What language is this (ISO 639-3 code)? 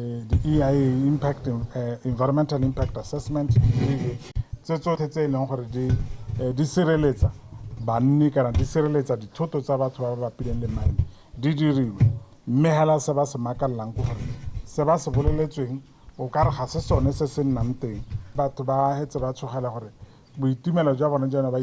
tsn